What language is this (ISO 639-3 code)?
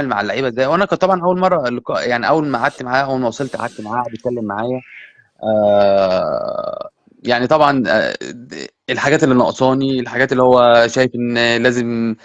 arz